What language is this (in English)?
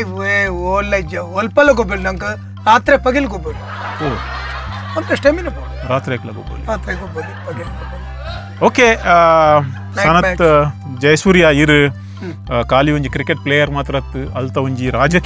Tulu